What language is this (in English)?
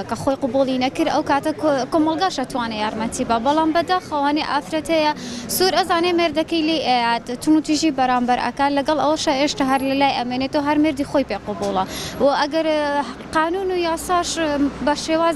Central Kurdish